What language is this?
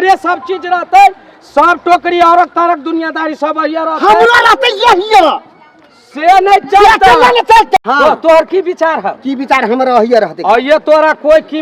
Maithili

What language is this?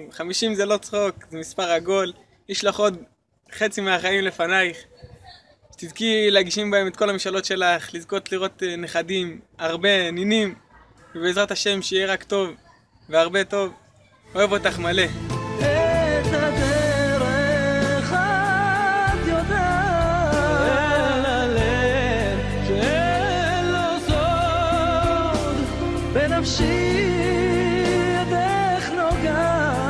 Hebrew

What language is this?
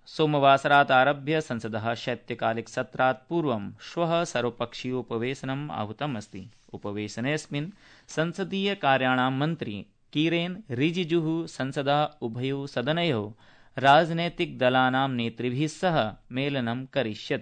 Sanskrit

